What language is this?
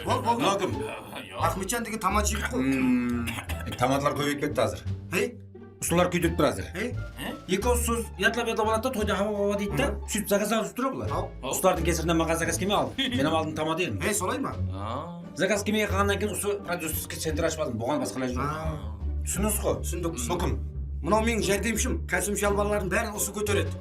Kara-Kalpak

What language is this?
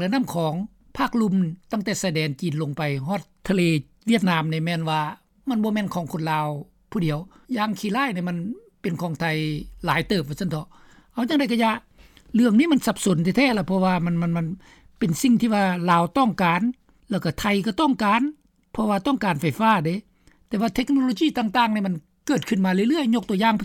Lao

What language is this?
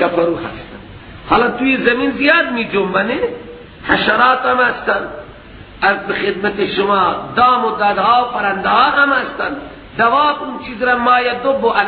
Persian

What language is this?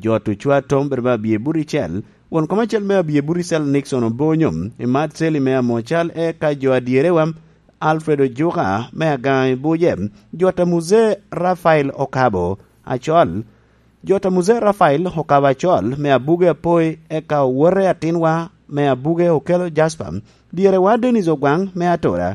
Lango (Uganda)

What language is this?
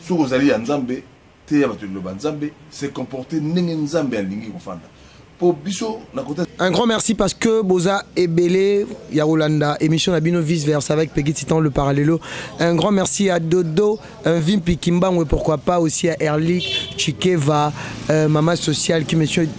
Lingala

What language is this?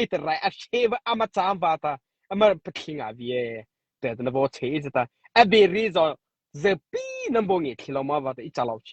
Mara Chin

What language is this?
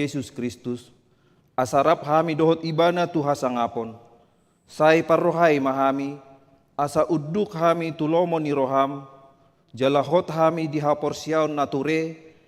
Batak Toba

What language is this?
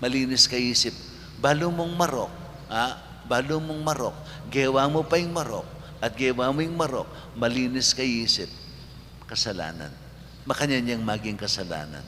Pampanga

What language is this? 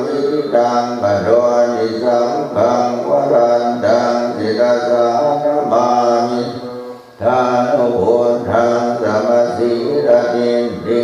Pali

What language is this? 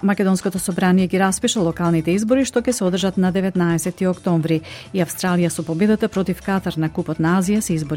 Macedonian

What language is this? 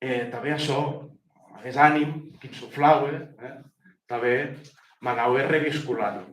Occitan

